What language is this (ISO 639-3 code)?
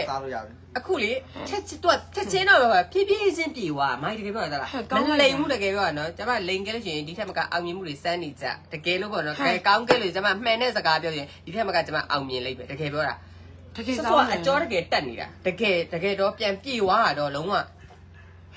mya